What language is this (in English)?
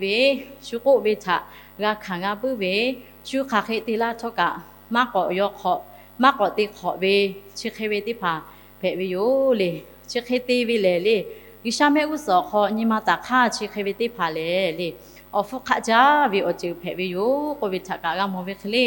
Lahu